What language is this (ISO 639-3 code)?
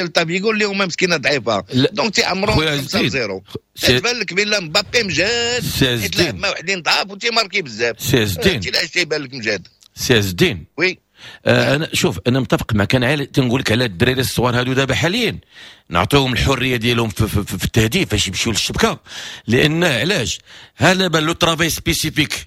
ary